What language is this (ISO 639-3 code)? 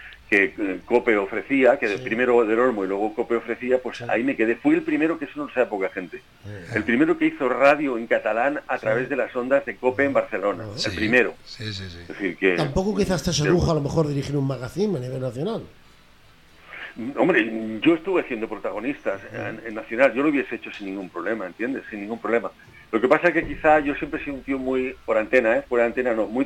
spa